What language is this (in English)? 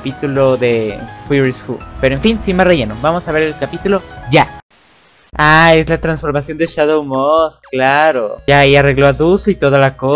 Spanish